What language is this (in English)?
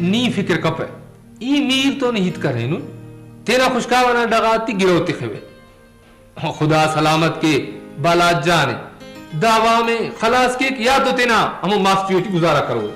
Brahui